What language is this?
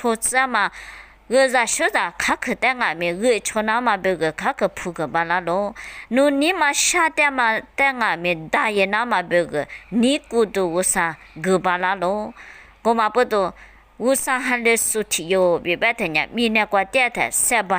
Lisu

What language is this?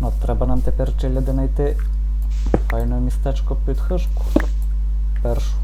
Rusyn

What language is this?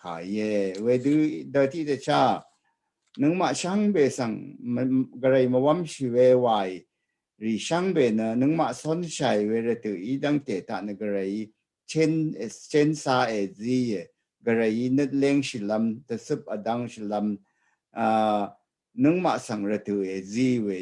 Rawang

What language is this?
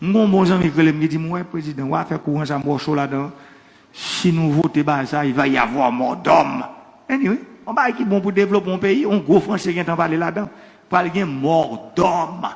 Haitian Creole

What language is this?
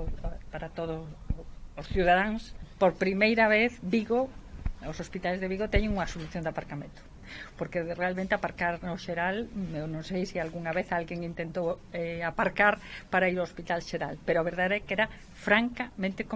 Galician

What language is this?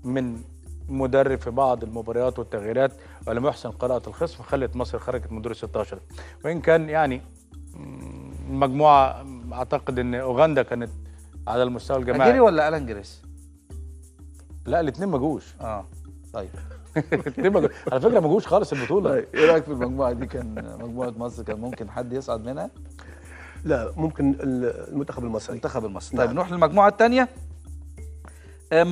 Egyptian Arabic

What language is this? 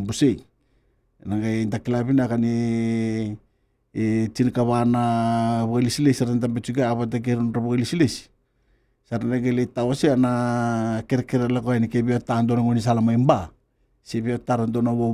Fijian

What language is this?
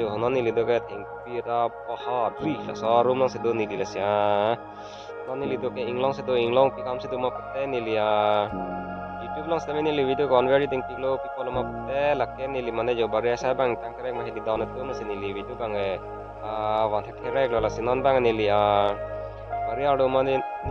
Karbi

